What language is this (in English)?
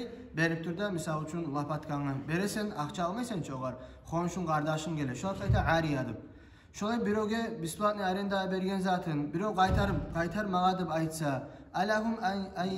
Kumyk